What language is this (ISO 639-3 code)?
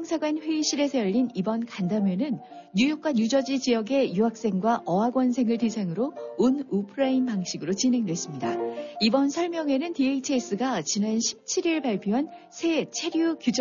kor